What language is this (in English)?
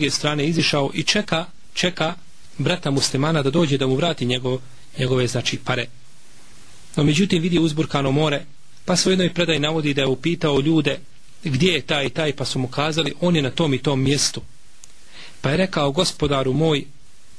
Bosnian